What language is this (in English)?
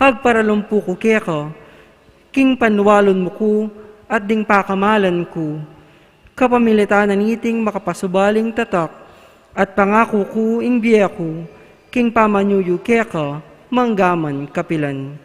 Pampanga